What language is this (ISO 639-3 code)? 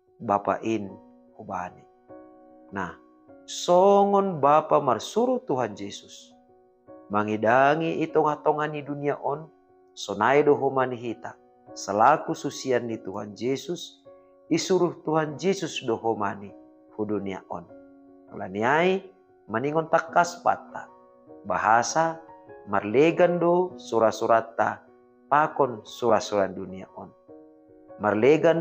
bts